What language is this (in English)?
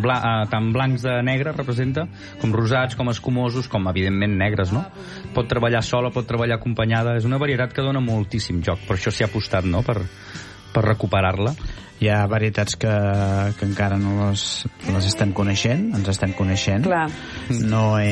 Catalan